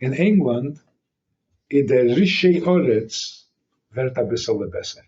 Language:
Yiddish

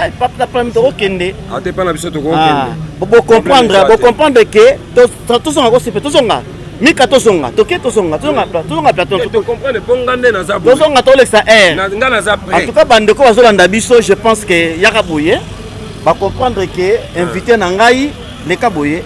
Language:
Lingala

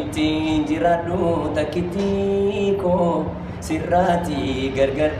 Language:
Oromo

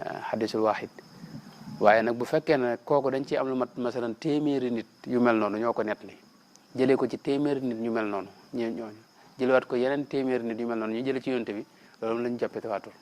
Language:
Wolof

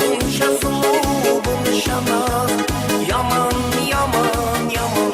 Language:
Kara-Kalpak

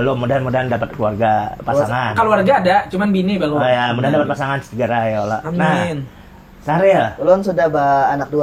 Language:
Banjar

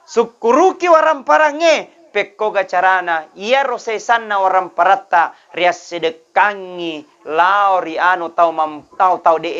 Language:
Buginese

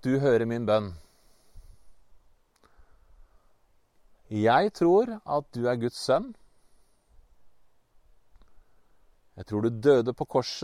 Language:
Norwegian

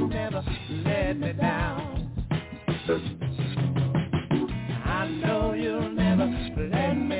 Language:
English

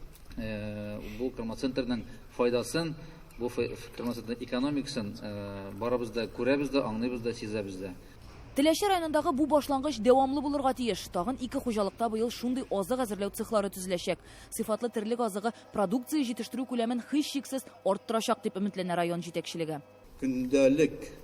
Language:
Tatar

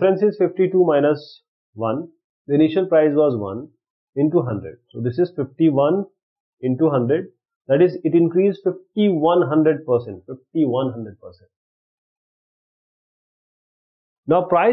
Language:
English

